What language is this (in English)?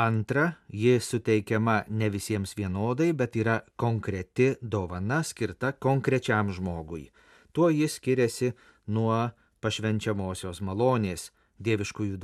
Lithuanian